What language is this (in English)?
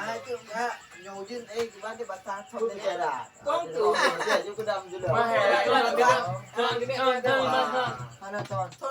Achinese